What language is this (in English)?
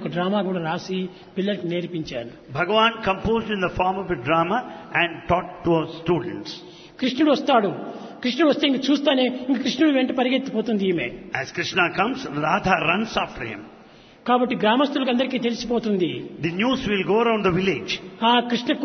Telugu